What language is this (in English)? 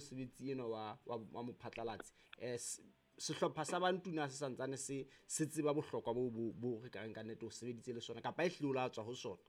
Southern Sotho